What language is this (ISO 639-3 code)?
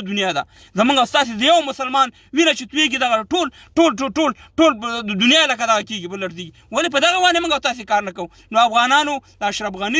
pus